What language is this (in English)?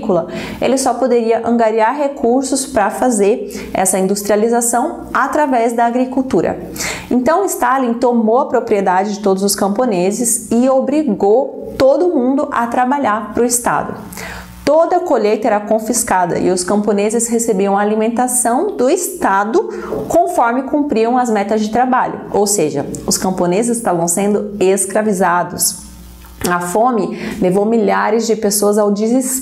Portuguese